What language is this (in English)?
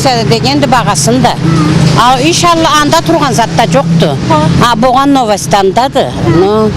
Karachay-Balkar